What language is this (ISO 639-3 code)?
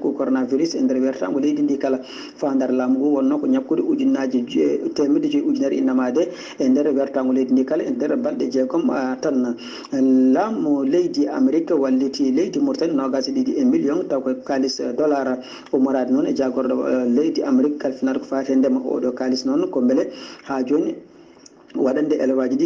ful